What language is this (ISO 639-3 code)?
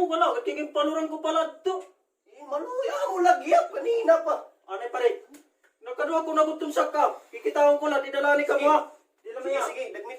war